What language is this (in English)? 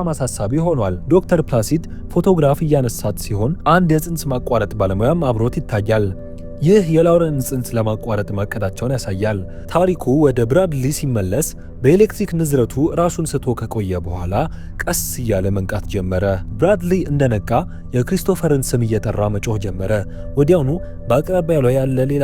Amharic